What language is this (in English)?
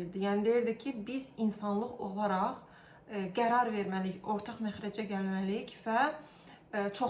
Azerbaijani